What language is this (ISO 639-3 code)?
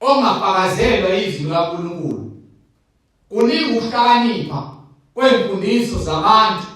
zul